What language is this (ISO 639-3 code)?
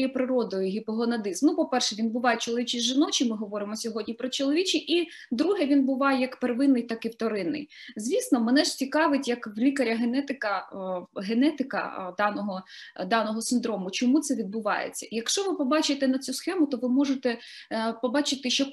ukr